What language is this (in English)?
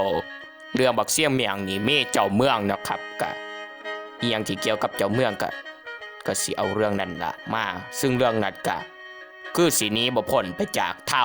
Northeastern Thai